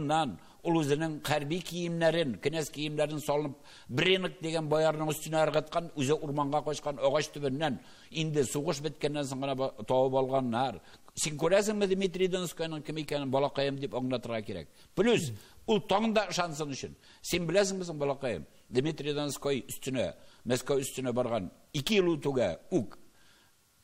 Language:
Tatar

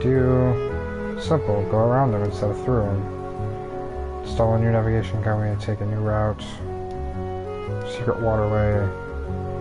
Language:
English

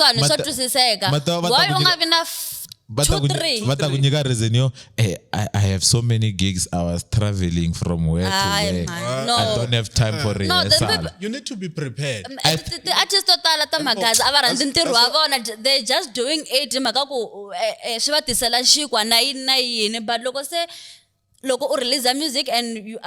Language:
Tsonga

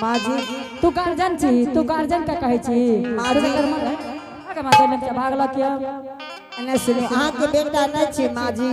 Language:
Angika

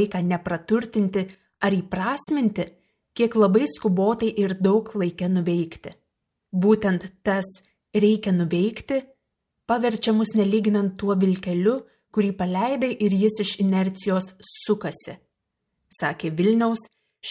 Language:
Lithuanian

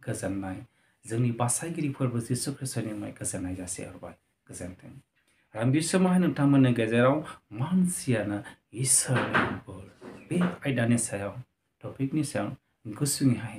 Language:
Bodo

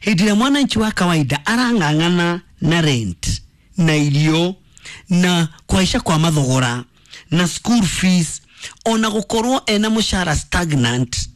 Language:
Kikuyu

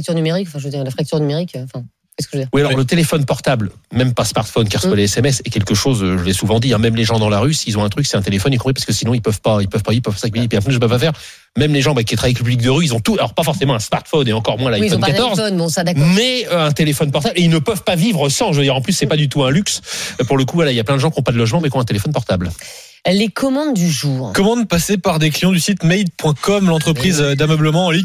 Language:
French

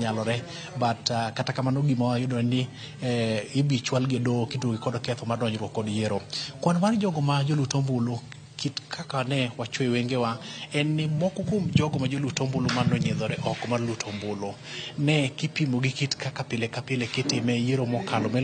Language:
Luo (Kenya and Tanzania)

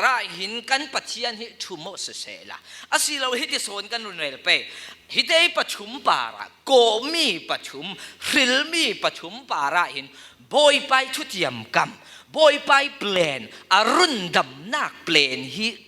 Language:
Falam Chin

